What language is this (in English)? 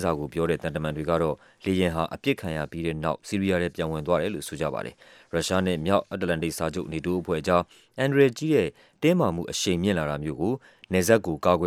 Burmese